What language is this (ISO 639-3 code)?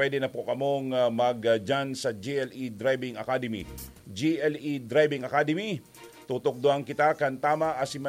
bik